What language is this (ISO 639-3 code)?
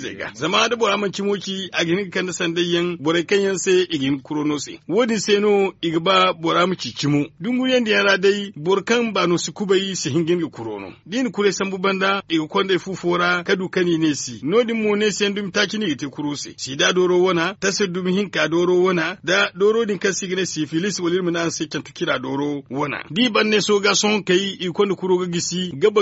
dje